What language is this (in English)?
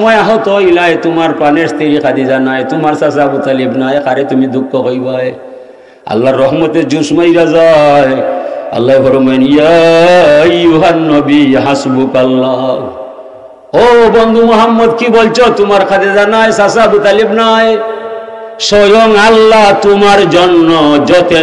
Sylheti